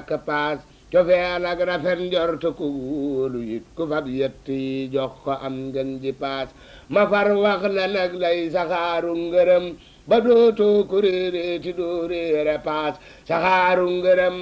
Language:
Wolof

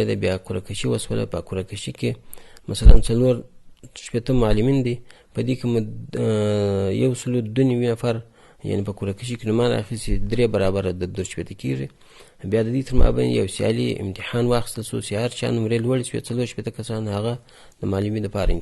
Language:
Pashto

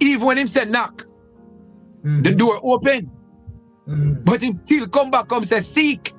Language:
Jamaican Creole English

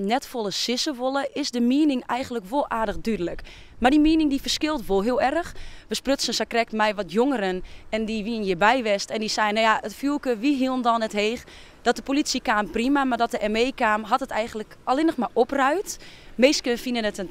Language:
Western Frisian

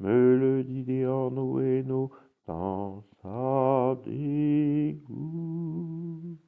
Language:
Breton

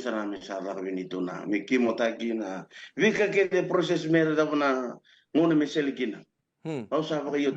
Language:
Fijian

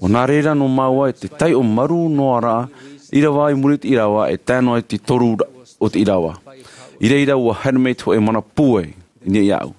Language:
Tahitian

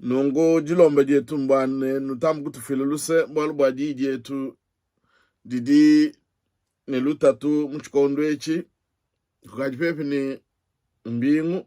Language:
Luba-Lulua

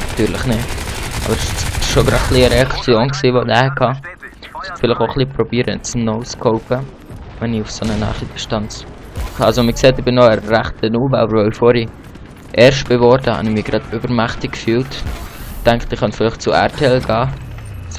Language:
Swiss German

